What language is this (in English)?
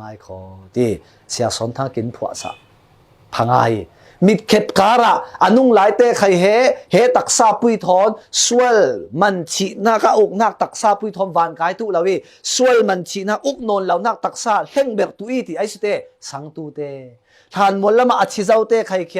Falam Chin